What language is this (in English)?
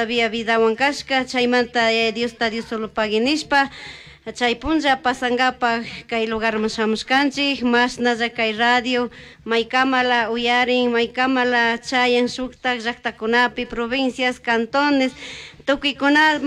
Chimborazo Highland Quichua